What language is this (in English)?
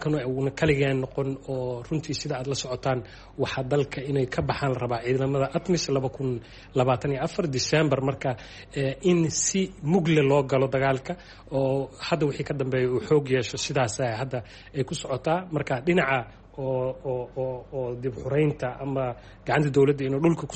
Somali